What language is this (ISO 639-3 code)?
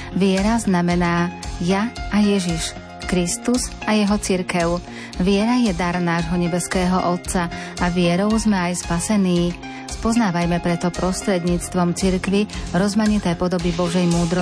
slk